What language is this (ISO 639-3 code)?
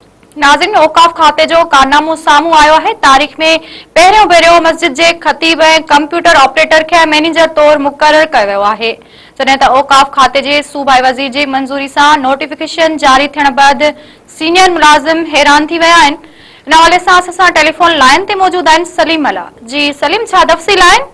snd